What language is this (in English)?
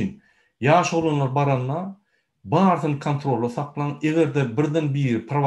Turkmen